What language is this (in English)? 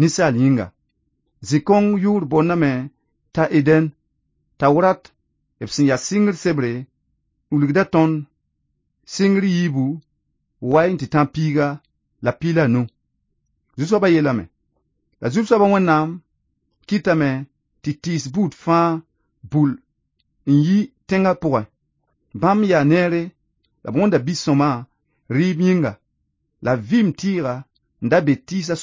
Mossi